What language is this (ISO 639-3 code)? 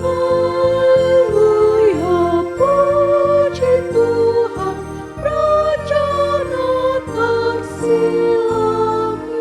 bbc